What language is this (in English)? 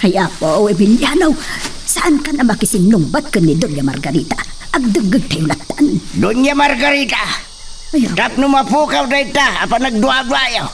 Iloko